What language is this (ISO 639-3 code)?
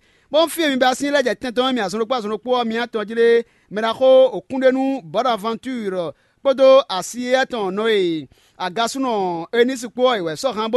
fon